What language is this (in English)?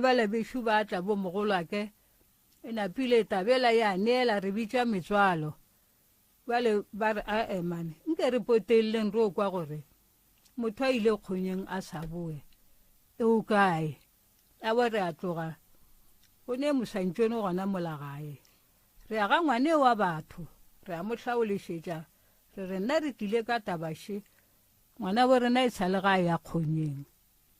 Northern Sotho